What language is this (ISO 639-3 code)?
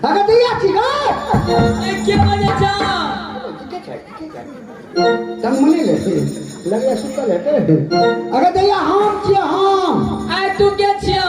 mai